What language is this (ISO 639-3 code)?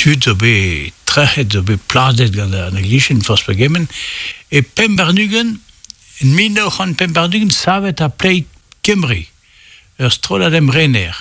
bre